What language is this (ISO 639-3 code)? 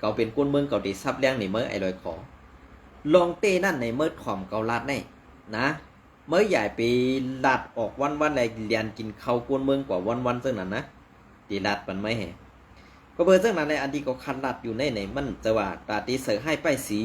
shn